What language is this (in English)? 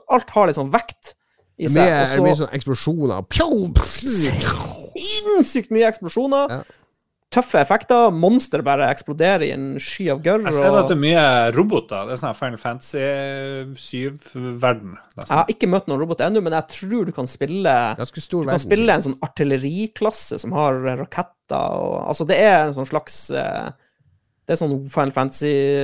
Norwegian